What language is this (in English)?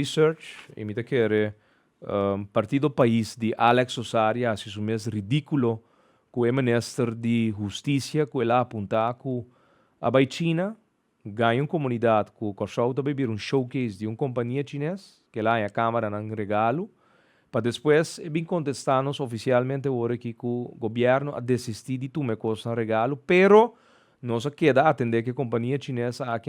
Papiamento